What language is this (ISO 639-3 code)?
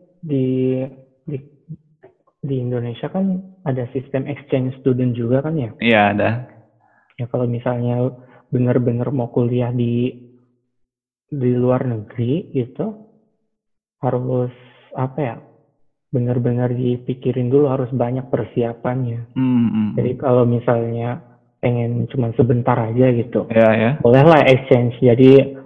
ind